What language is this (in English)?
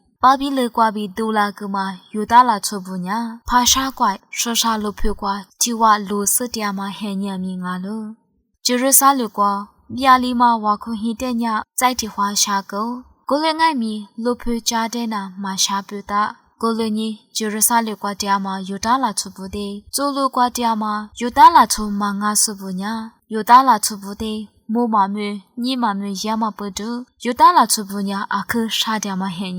Lisu